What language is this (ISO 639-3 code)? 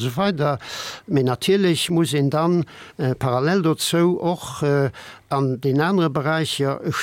ltz